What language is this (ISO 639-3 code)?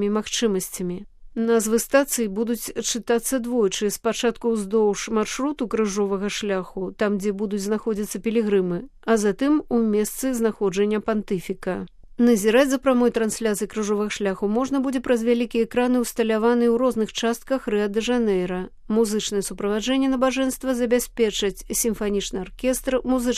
bel